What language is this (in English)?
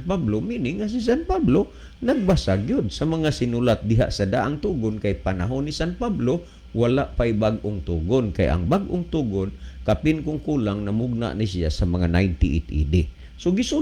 Cebuano